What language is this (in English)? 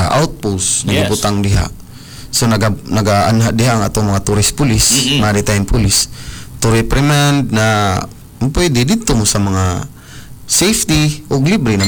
Cebuano